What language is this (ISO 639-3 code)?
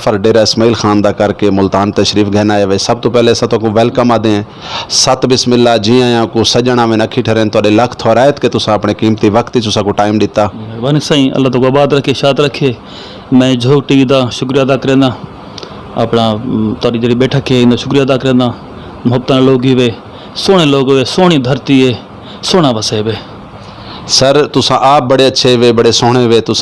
skr